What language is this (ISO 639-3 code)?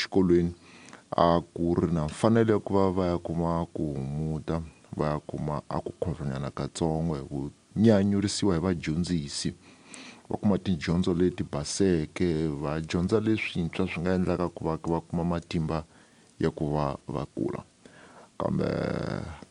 tso